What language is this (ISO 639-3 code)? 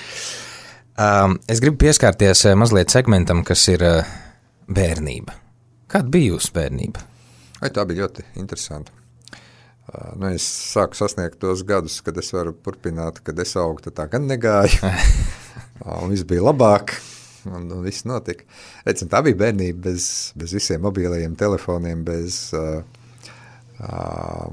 lav